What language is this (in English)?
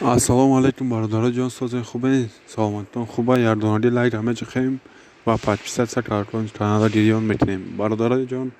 Tajik